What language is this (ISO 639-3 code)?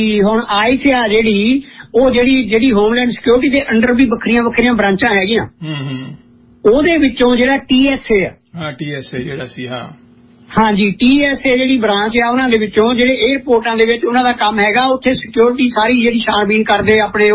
pan